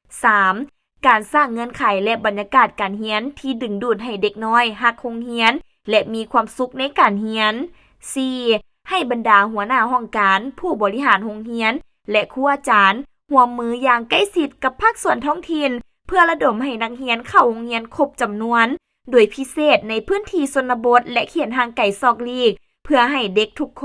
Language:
Lao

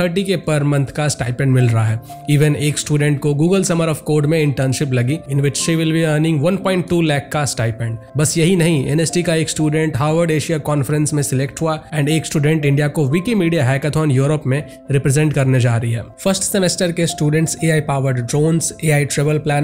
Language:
Hindi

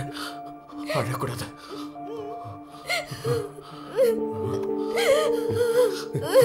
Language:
Tamil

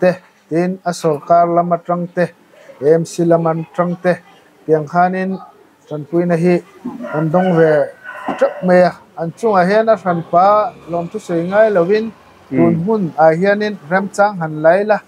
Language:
Mizo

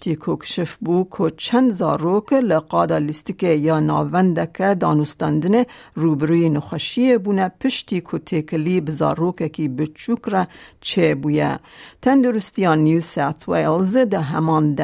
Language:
Kurdish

